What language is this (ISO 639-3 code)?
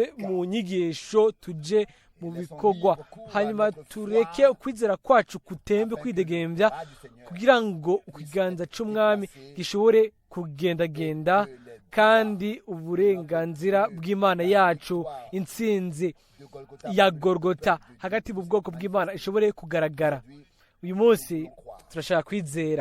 run